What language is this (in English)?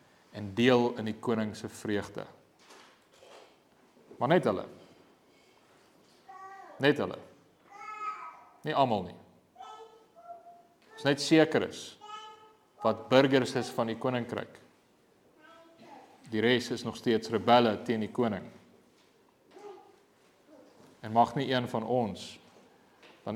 Afrikaans